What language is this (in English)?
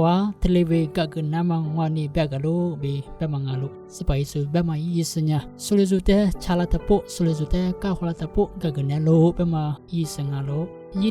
Lisu